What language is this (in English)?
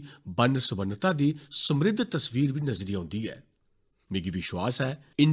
Dogri